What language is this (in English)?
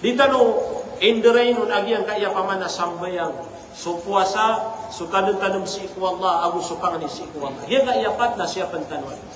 Maranao